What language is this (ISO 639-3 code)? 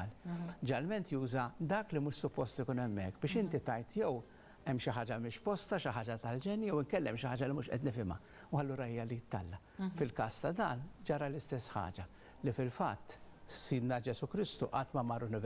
mlt